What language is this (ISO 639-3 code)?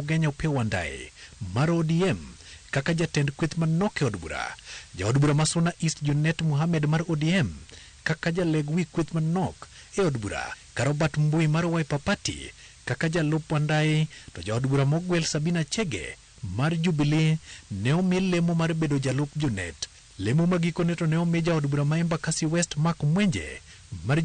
luo